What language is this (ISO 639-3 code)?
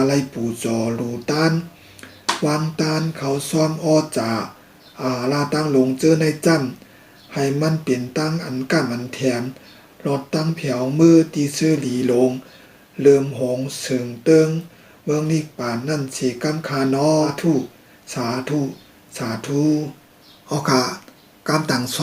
shn